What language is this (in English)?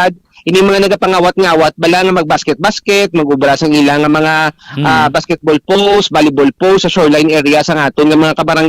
Hiligaynon